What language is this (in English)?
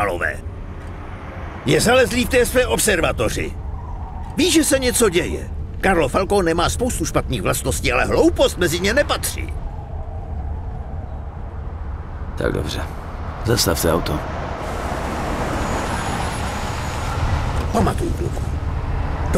Czech